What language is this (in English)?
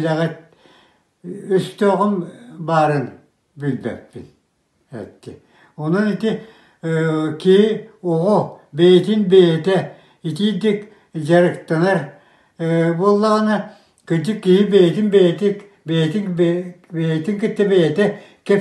Yakut